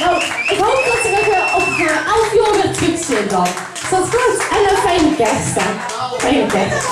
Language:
Limburgish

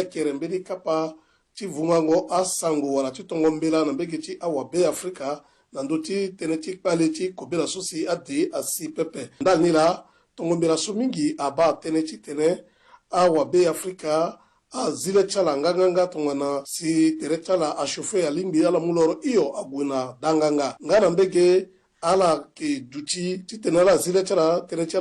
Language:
Sango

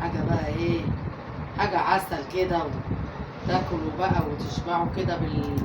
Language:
Egyptian Arabic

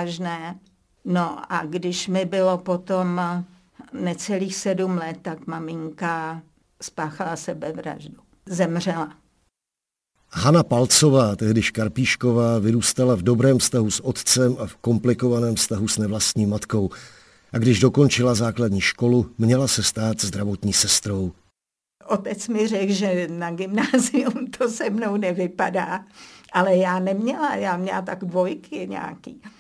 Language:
Czech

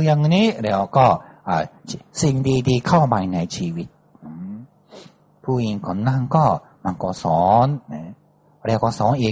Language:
Thai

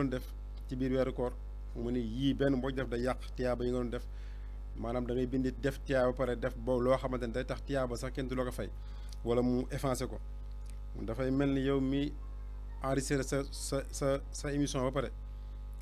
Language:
Wolof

